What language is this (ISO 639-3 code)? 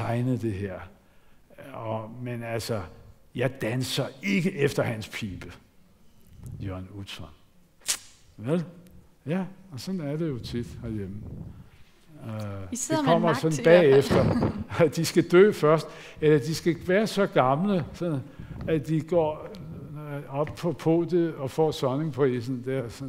dan